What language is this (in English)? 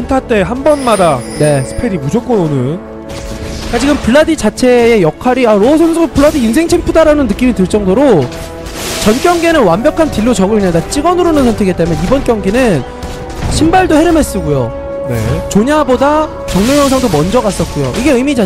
Korean